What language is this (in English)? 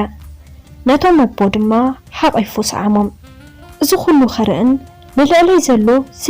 Tigrinya